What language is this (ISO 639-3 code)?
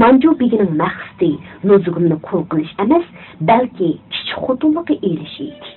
uig